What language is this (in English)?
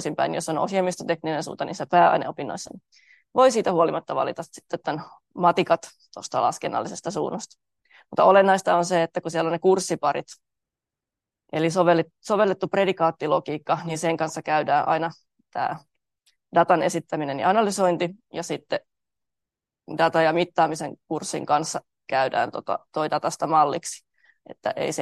Finnish